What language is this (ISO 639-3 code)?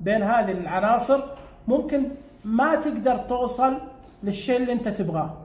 ars